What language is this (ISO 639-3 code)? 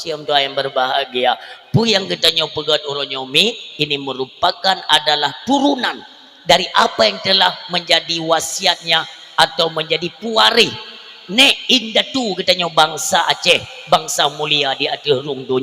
ace